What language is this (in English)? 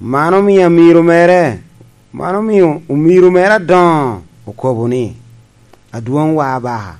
Lango (Uganda)